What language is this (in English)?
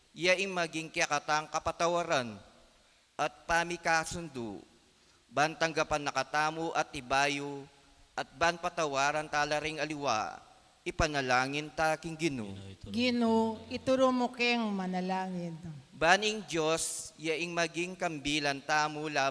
Pampanga